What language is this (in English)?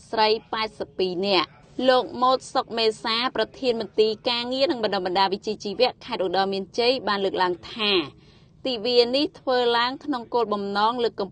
Khmer